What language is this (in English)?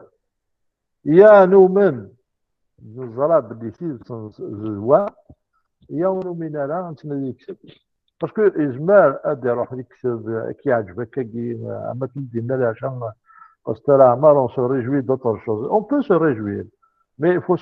Kabyle